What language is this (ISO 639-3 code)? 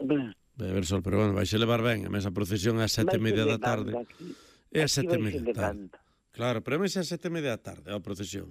glg